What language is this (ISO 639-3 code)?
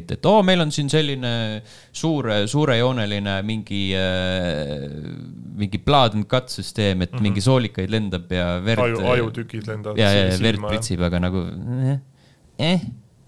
est